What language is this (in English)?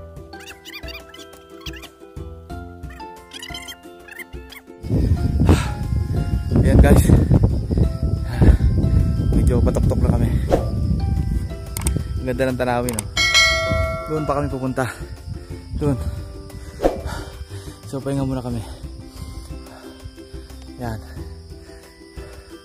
Filipino